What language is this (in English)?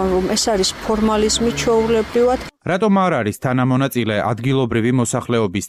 Georgian